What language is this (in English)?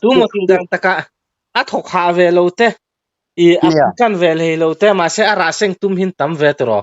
Mizo